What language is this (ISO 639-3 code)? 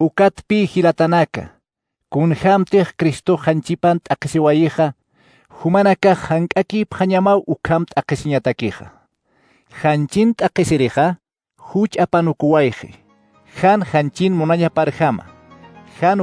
aym